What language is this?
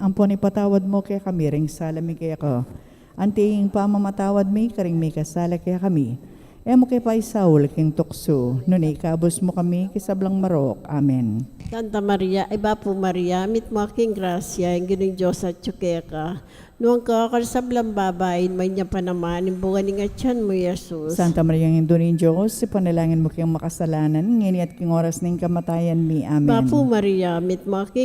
Pampanga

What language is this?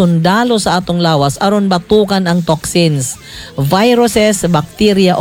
Cebuano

